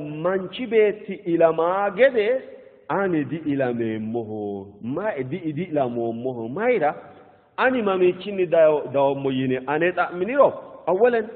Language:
Sidamo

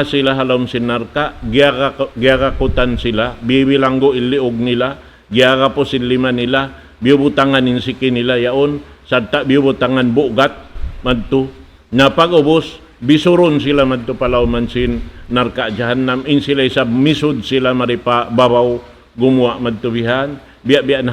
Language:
Tausug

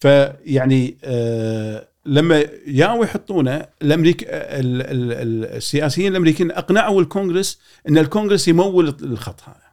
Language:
Gulf Arabic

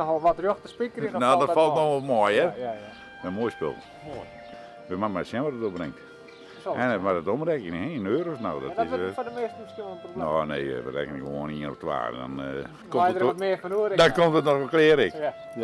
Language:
Western Frisian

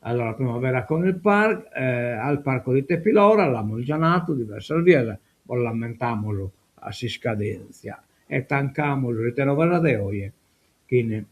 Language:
Sardinian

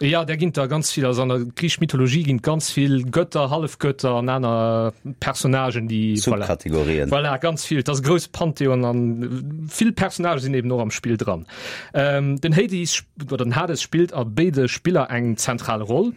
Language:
Luxembourgish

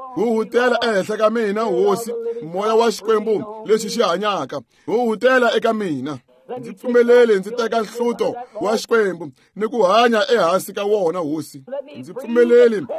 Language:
Tsonga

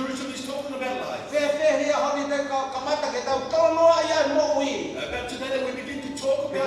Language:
Tongan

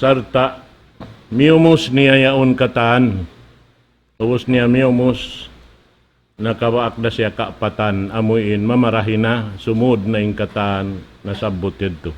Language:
Tausug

